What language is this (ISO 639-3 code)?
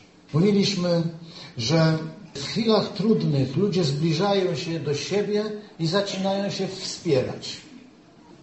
pol